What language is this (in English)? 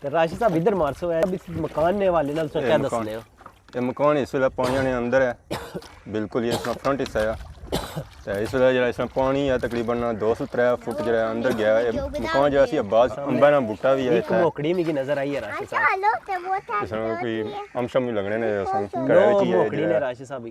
Pahari-Potwari